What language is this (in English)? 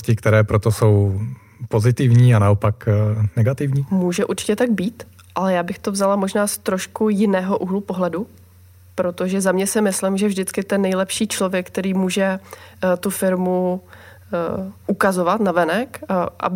Czech